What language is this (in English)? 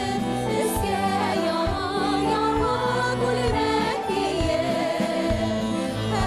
Tatar